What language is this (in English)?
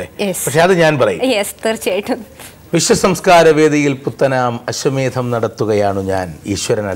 Malayalam